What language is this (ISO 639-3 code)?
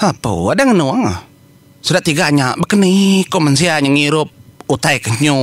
iba